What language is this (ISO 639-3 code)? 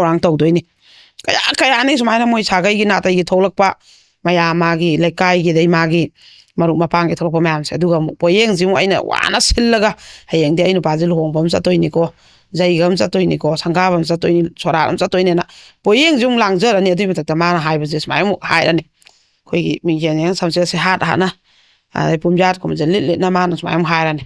mni